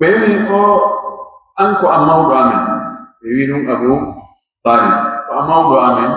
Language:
Pular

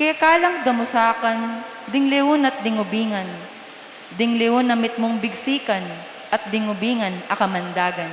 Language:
Pampanga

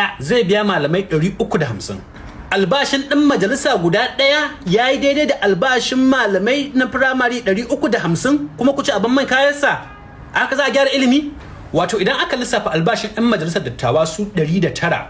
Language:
Hausa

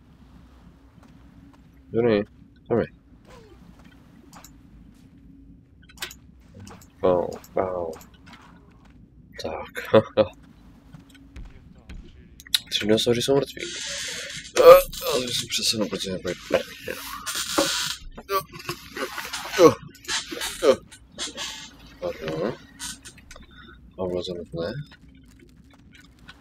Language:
Czech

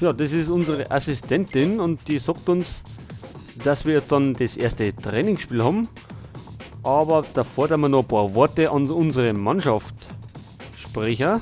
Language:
Bavarian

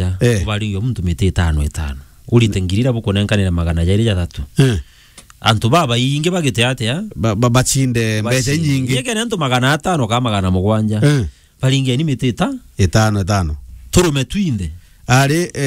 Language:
Meru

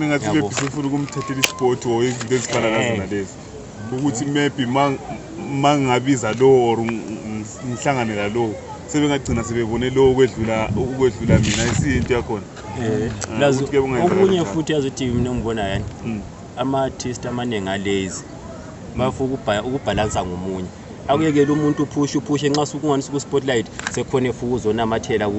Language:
North Ndebele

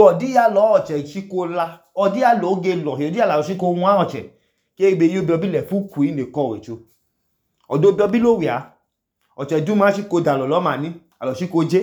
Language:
Idoma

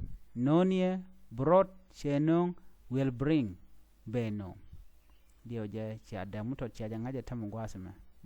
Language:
Nuer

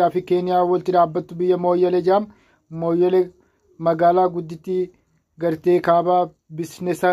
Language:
Oromo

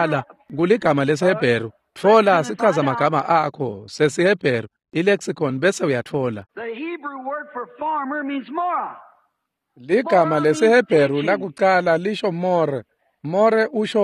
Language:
Swati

